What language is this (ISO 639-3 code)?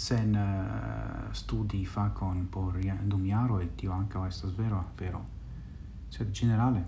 epo